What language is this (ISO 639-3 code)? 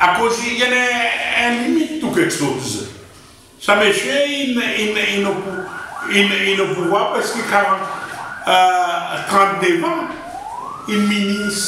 crs